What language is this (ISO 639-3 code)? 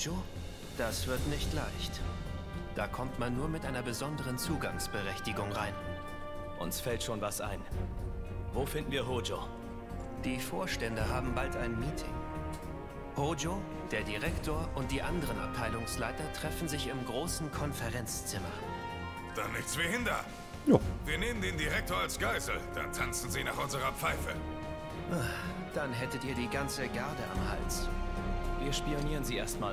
deu